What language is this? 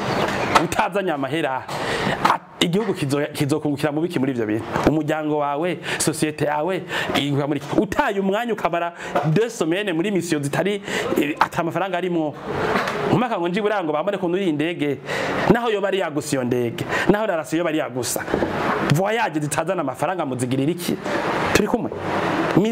Rundi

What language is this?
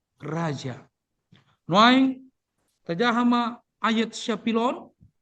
Batak Toba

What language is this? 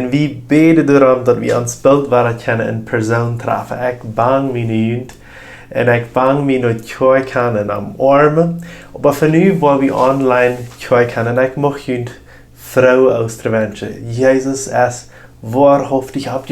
Plautdietsch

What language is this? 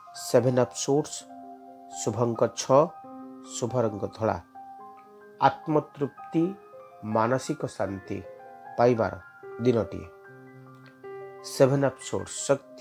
Odia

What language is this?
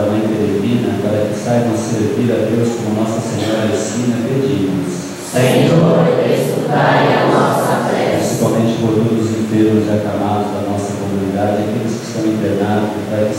Portuguese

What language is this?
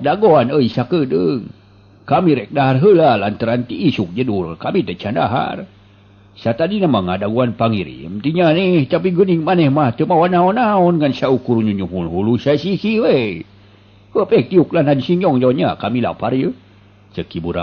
Sundanese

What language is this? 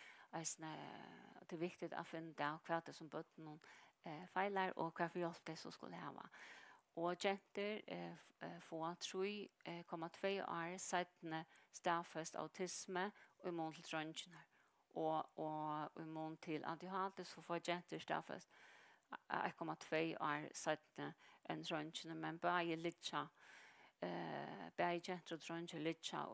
Faroese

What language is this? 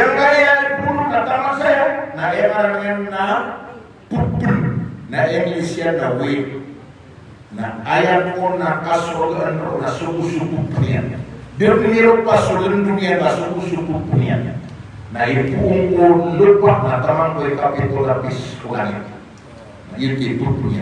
Maranao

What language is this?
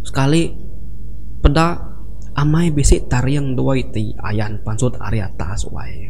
Iban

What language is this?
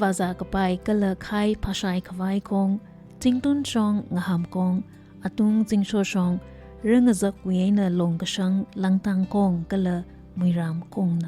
Tangkhul Naga (India)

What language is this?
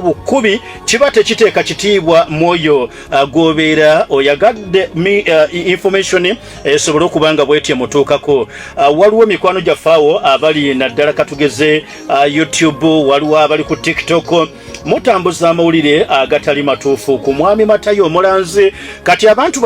Ganda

